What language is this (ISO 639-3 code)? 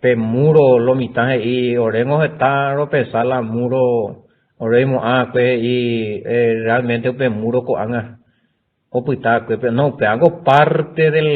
grn